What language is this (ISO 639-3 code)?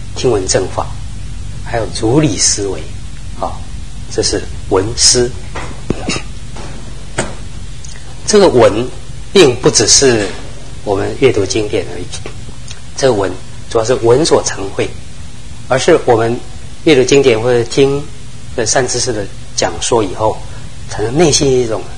zho